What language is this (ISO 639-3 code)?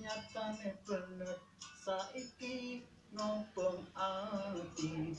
jav